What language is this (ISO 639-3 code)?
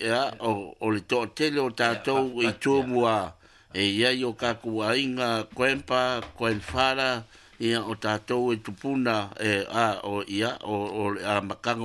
smo